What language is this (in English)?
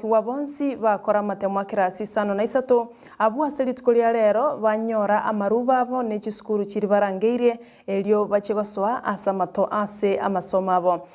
Gusii